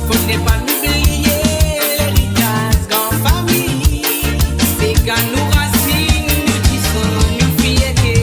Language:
Morisyen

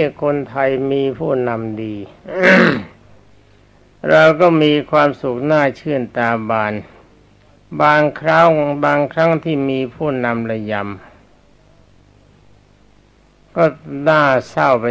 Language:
Thai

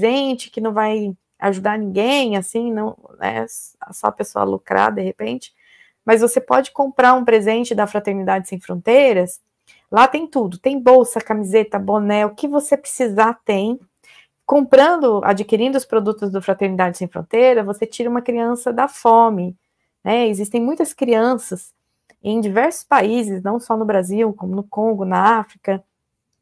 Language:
Portuguese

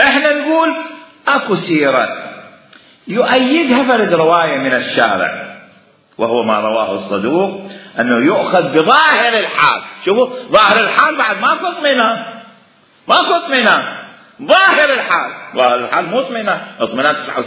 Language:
Mesopotamian Arabic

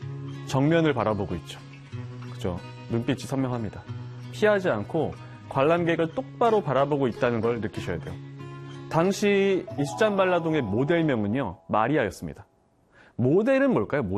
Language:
Korean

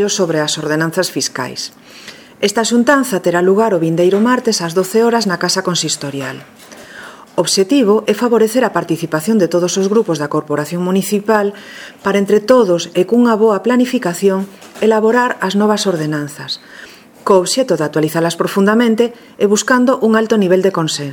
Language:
Galician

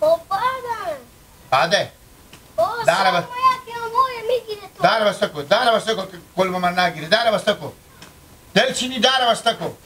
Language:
Hazaragi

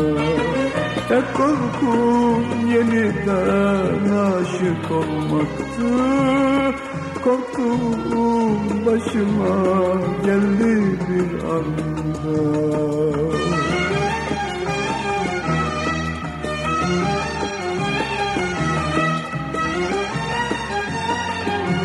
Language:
Turkish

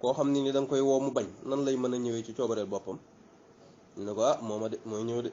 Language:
Wolof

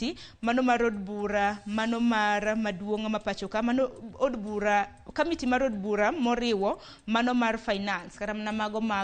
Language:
Luo (Kenya and Tanzania)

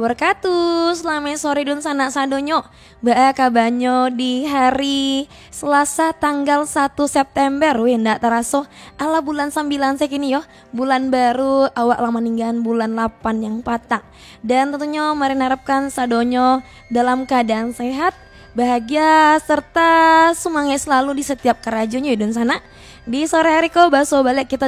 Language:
Minangkabau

